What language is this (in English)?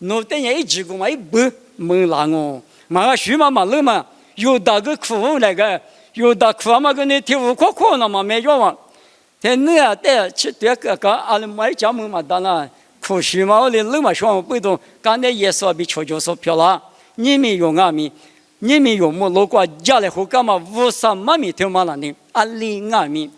Lisu